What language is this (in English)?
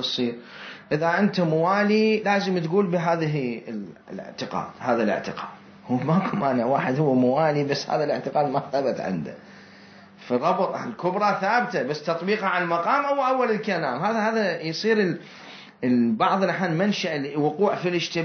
Mesopotamian Arabic